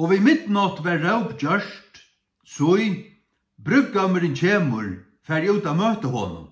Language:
Faroese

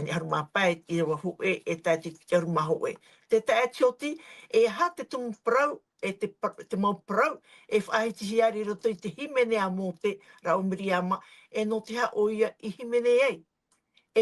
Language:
Tahitian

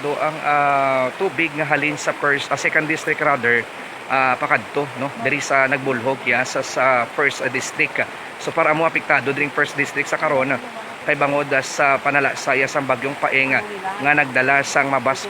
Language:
Hiligaynon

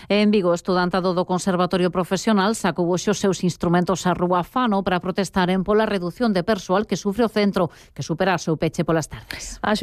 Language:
Galician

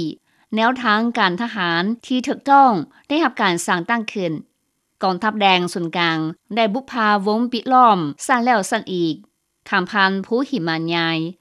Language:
Lao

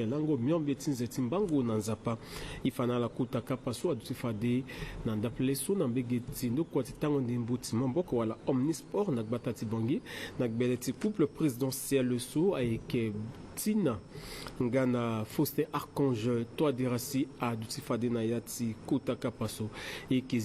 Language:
Sango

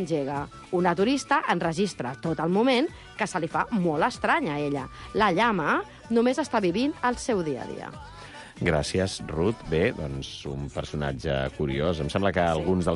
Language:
Catalan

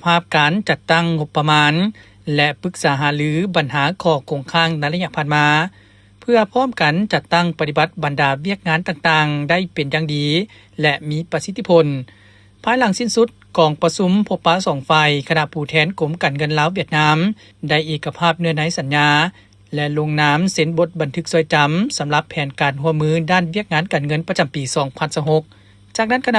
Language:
Lao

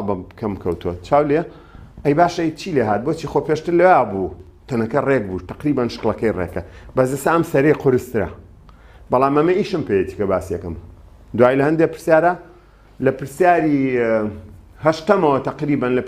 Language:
Central Kurdish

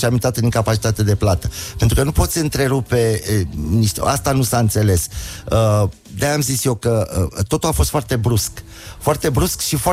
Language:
Romanian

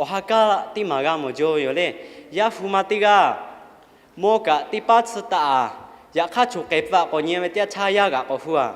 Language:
Lahu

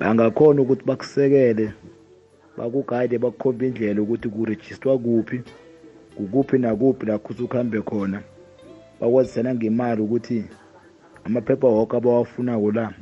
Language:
South Ndebele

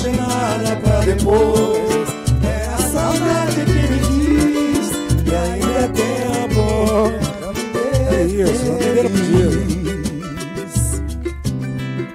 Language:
Portuguese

